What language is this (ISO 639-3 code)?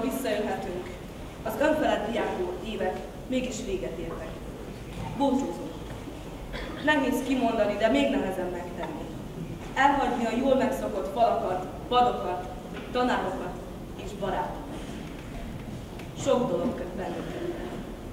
hun